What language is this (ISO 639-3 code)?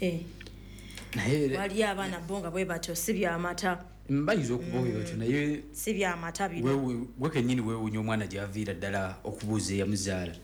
lug